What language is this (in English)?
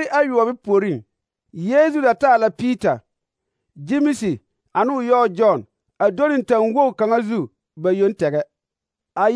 Southern Dagaare